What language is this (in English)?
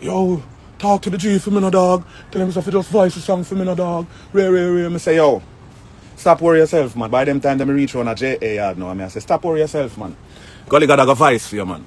Jamaican Creole English